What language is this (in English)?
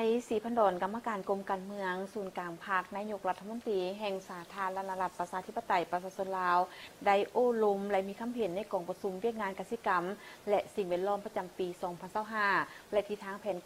Lao